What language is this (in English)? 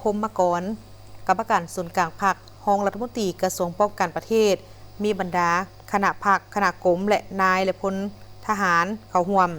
Lao